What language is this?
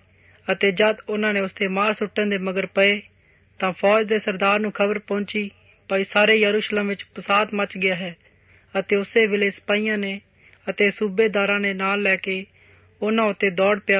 Punjabi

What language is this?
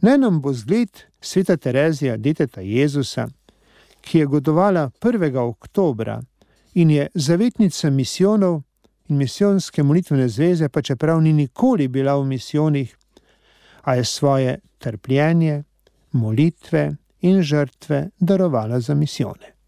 Slovenian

